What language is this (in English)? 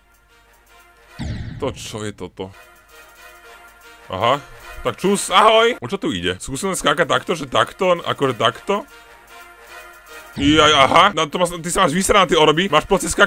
Slovak